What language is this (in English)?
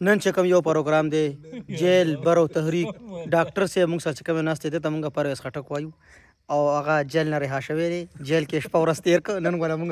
Pashto